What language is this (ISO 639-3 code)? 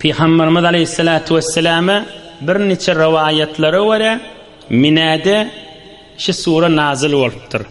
tuk